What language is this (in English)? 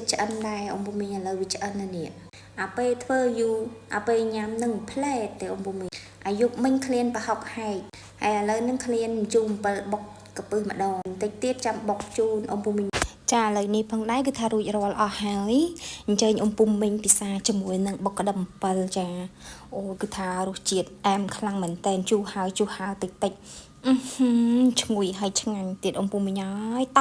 Khmer